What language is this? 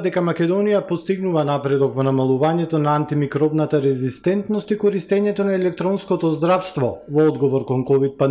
Macedonian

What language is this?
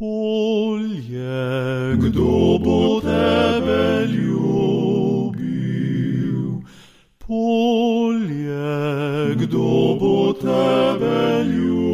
Slovenian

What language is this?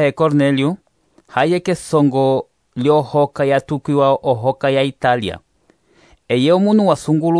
Umbundu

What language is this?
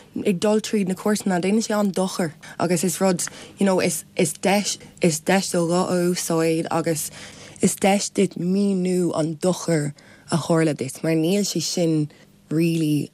Irish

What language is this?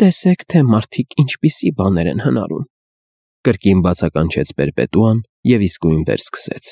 Armenian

